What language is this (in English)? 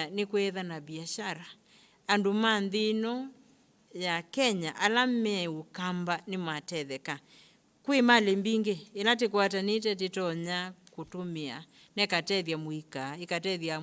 Kamba